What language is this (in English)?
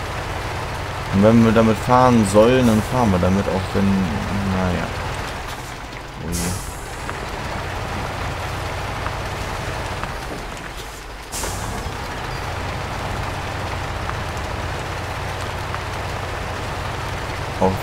German